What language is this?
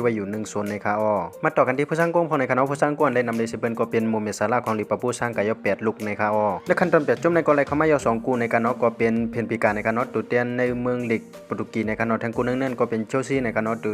Shan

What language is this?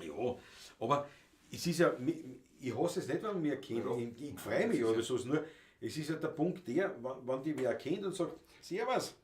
Bavarian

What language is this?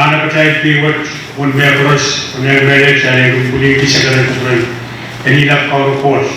Pohnpeian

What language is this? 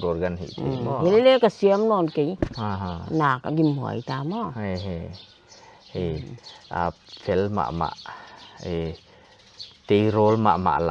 Paite Chin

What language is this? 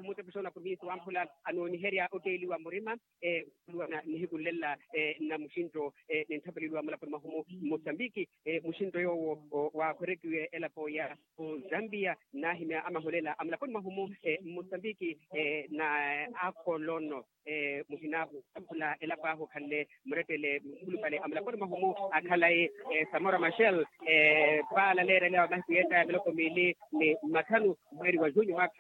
Makhuwa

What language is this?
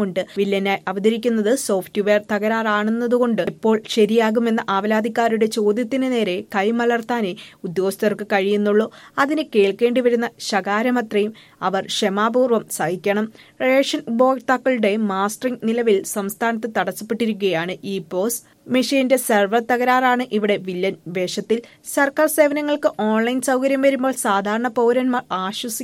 Malayalam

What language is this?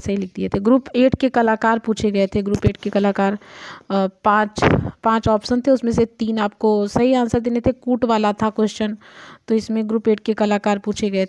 Hindi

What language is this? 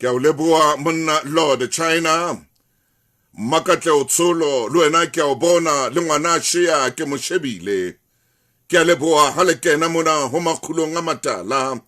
Southern Sotho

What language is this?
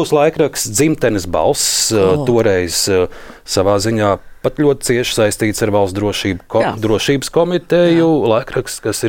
Latvian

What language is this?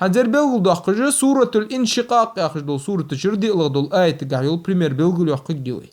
Ingush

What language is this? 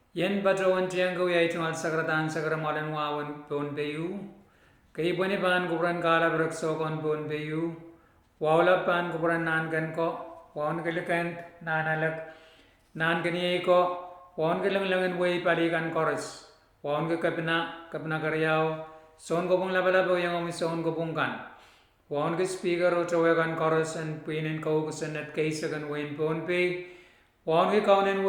Pohnpeian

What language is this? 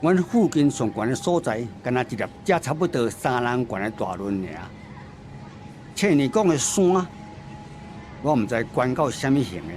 Min Nan Chinese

